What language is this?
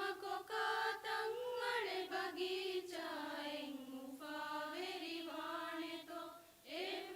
Divehi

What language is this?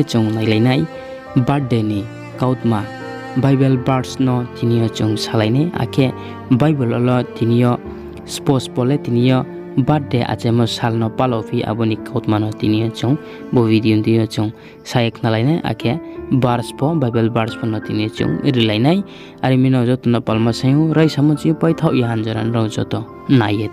Riang (India)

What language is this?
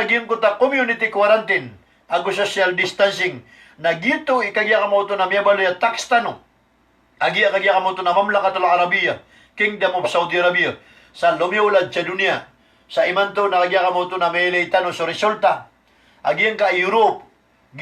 Maranao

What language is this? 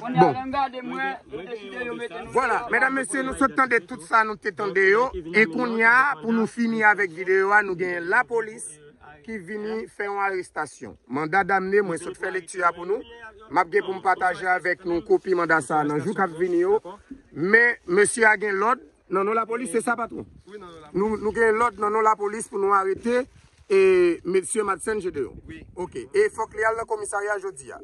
Haitian Creole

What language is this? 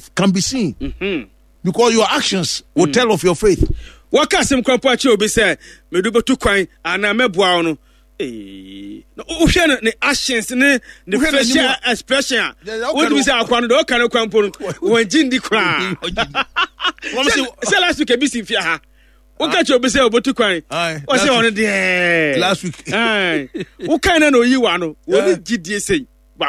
Akan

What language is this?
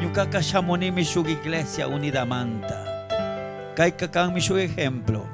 Chimborazo Highland Quichua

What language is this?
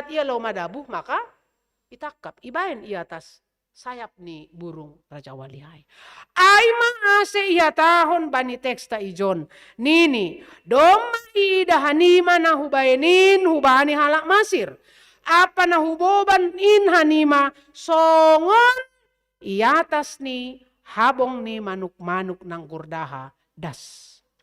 Batak Simalungun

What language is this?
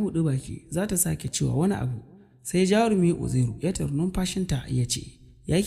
Hausa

